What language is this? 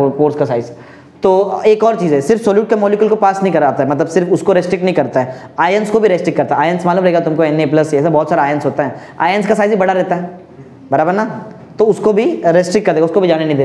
Hindi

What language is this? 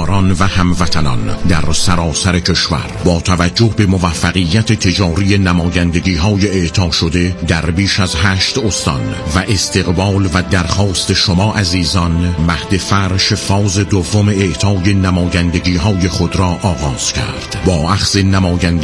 Persian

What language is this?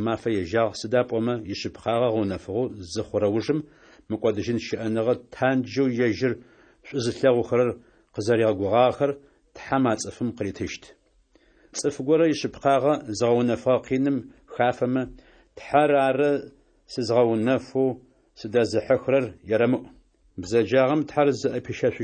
Adyghe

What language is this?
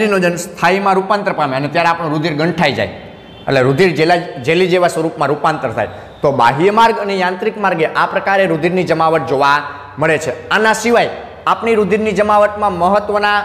Gujarati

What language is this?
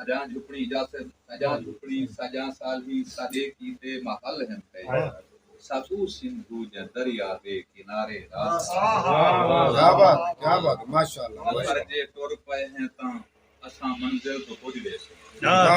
Saraiki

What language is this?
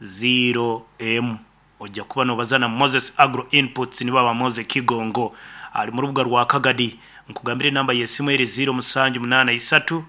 Nyankole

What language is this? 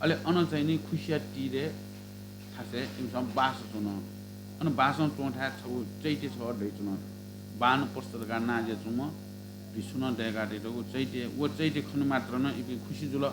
Newari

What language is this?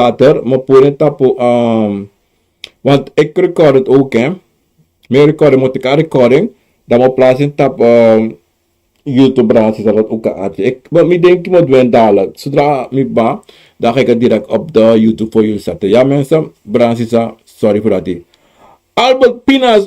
Sranan Tongo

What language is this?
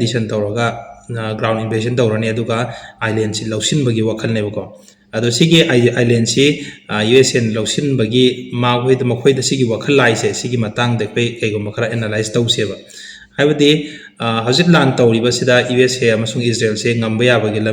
Manipuri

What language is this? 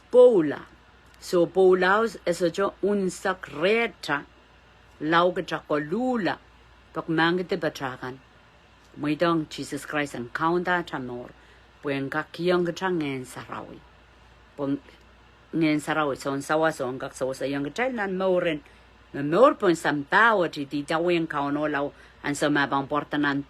Pohnpeian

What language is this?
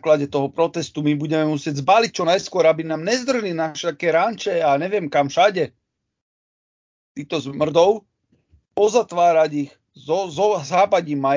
Slovak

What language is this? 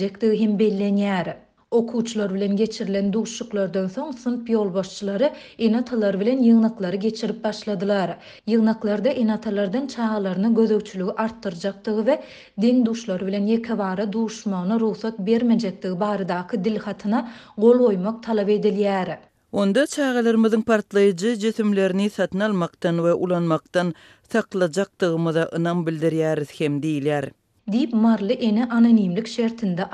Turkmen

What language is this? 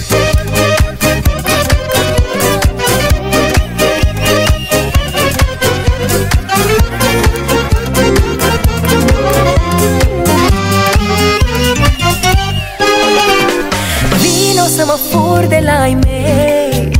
Romanian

